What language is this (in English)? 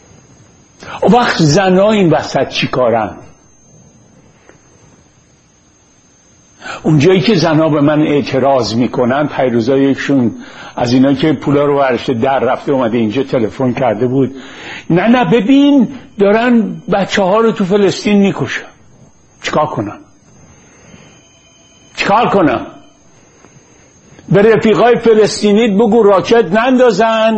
Persian